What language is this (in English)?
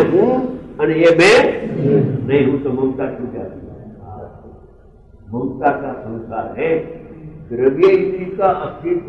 Hindi